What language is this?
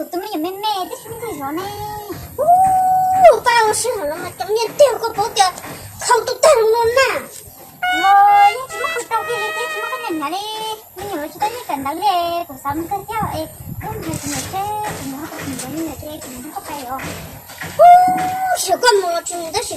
Hmong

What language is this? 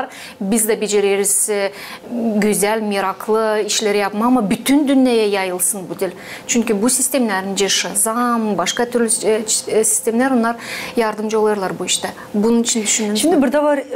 Gagauz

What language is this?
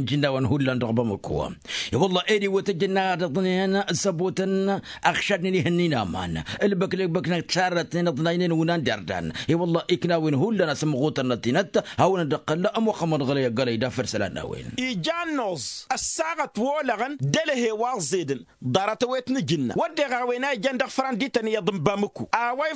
Tamasheq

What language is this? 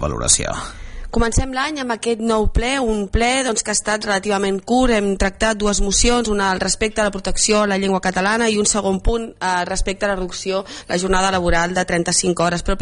Catalan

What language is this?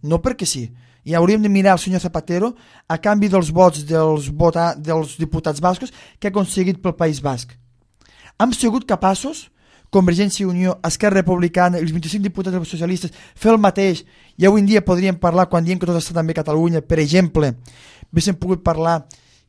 Catalan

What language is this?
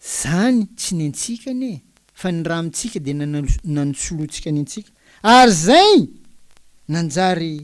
Malagasy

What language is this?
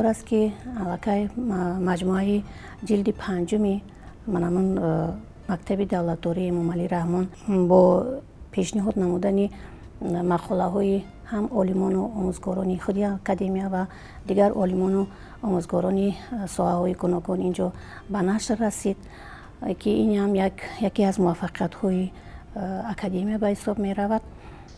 Tajik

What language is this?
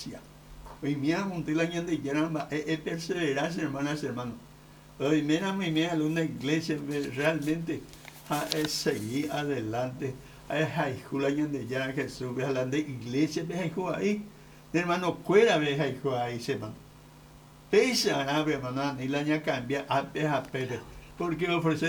Guarani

